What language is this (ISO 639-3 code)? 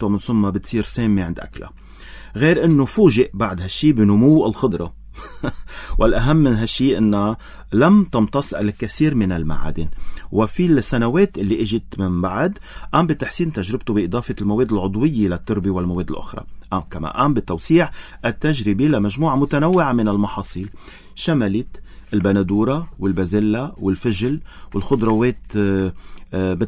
apc